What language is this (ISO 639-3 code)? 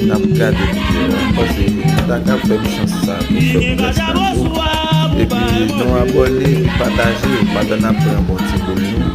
hat